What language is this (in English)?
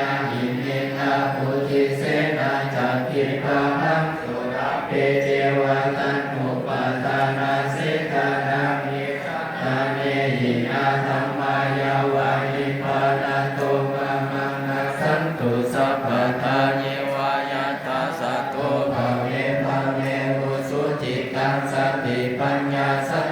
Pali